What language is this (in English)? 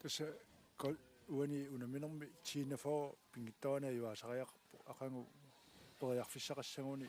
Kalaallisut